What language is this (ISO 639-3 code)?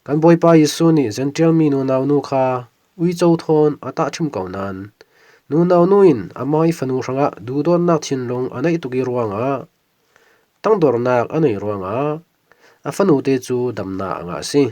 cfm